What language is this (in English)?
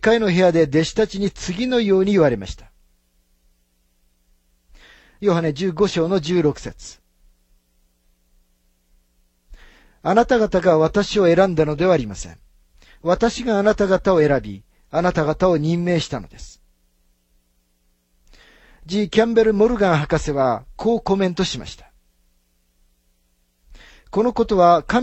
Japanese